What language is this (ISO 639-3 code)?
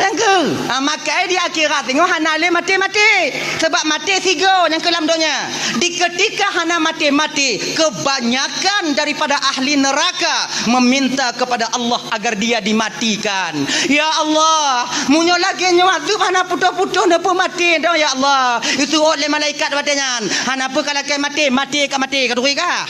ace